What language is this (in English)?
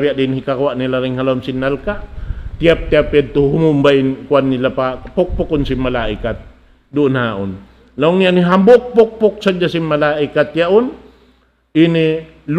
Tausug